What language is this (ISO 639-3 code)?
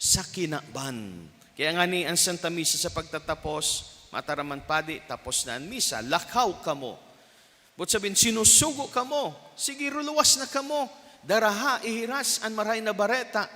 bik